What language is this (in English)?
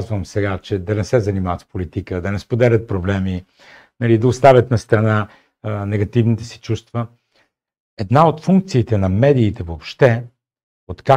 Bulgarian